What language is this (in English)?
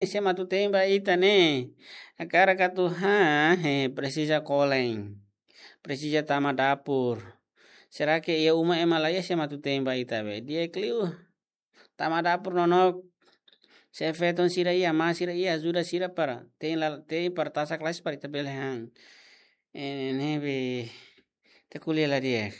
Tetum